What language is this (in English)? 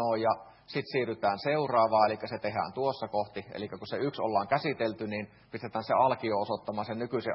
Finnish